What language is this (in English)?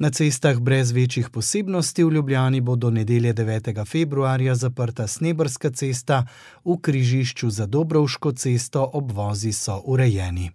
Slovenian